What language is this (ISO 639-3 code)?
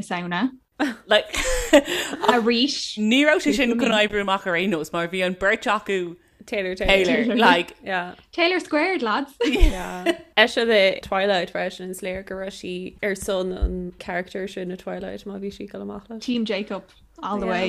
gle